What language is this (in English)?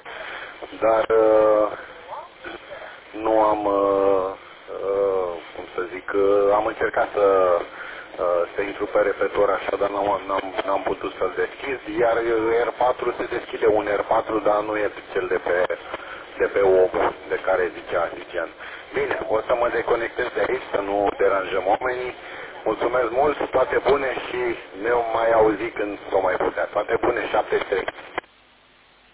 Romanian